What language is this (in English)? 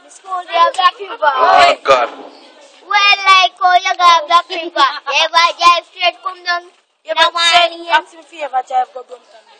Jamaican Creole English